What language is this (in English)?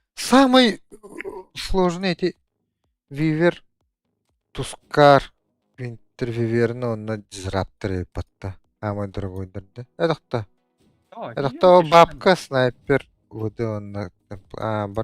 Yakut